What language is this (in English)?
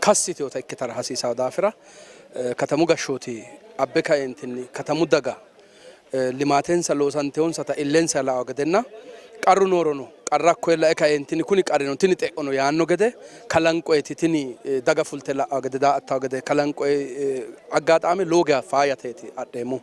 Sidamo